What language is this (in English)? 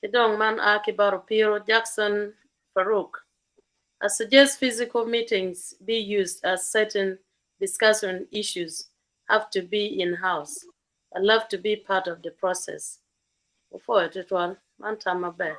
Acoli